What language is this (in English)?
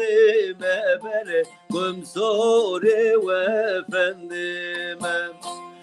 Zaza